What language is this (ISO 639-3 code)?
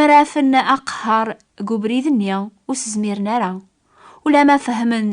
kab